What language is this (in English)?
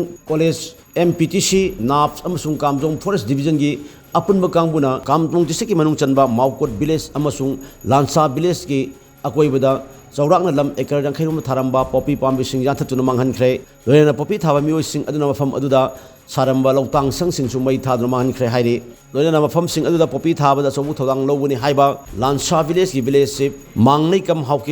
Manipuri